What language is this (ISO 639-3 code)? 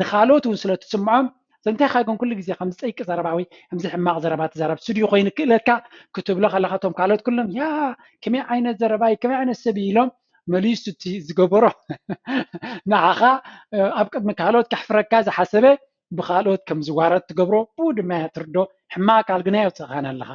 tir